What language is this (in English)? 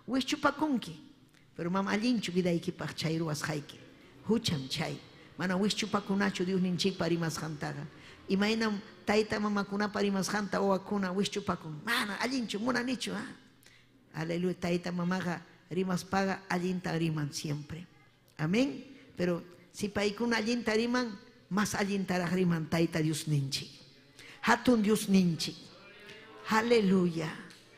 Ayacucho Quechua